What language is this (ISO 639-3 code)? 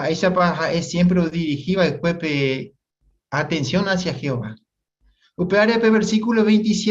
grn